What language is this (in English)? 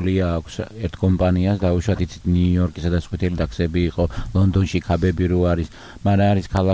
Georgian